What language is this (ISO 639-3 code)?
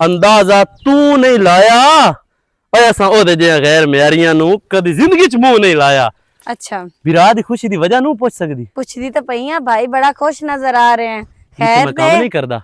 lah